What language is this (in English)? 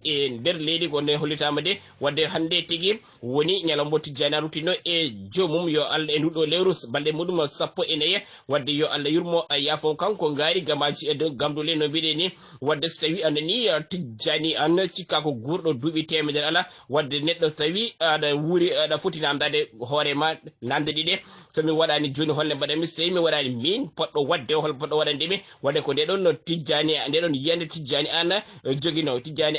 Fula